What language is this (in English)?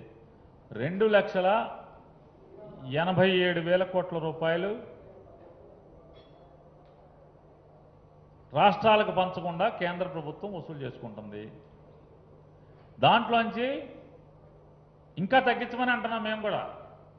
Telugu